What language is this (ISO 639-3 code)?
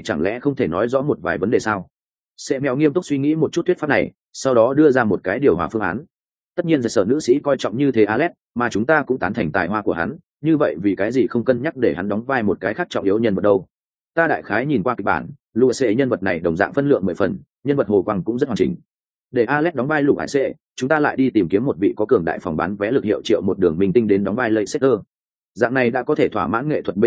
vie